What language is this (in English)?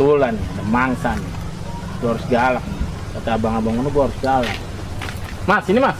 Betawi